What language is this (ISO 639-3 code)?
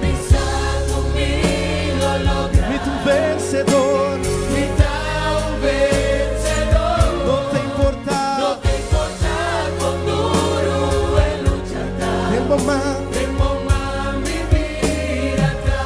pap